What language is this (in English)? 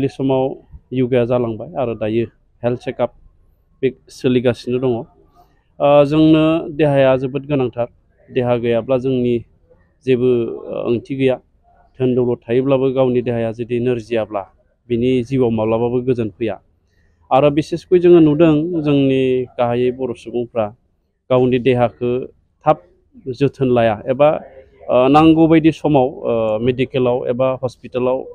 Bodo